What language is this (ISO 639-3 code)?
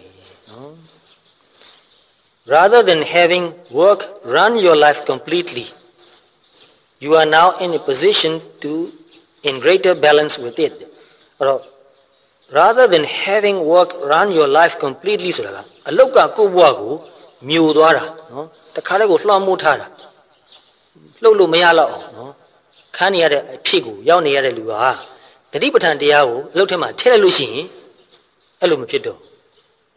mya